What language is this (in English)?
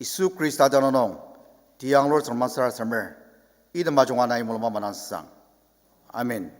Ao Naga